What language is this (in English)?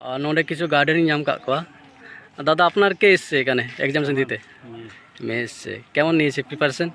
Santali